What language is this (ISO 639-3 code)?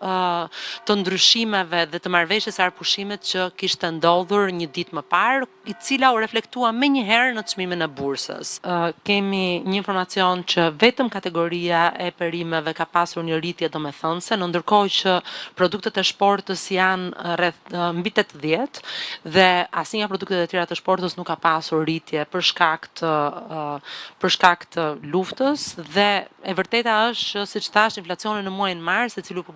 sqi